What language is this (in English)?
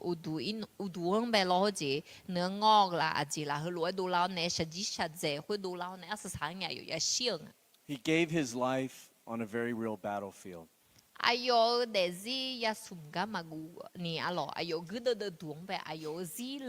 Akha